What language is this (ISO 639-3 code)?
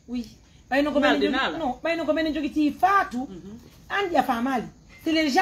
fuf